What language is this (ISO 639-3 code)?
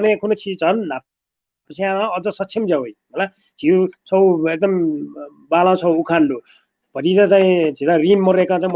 new